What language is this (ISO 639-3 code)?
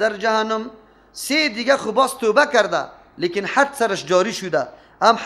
fas